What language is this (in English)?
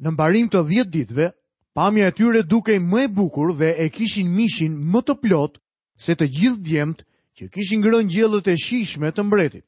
Albanian